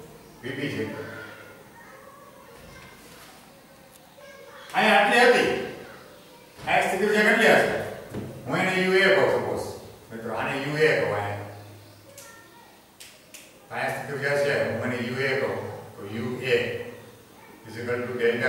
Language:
Gujarati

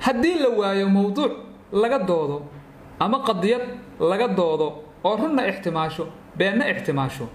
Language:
Somali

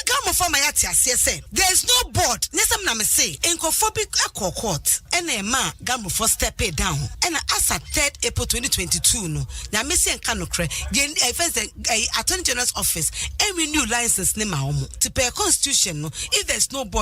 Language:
Akan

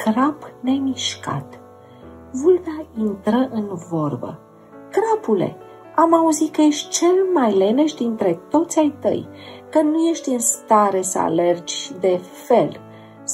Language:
Romanian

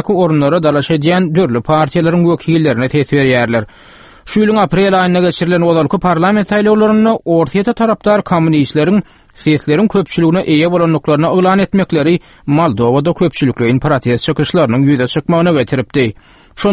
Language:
Turkmen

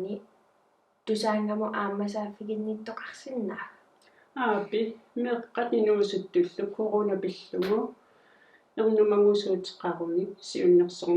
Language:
Kalaallisut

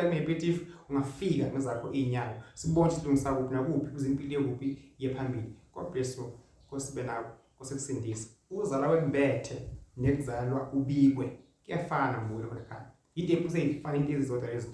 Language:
Zulu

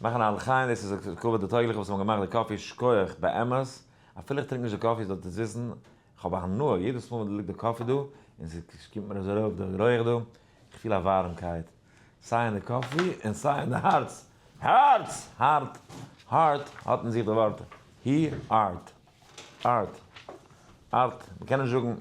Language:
Yiddish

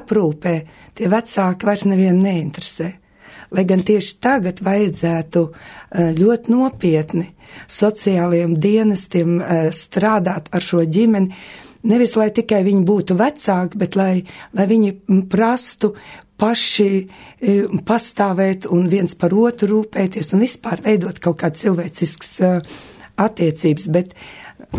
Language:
Latvian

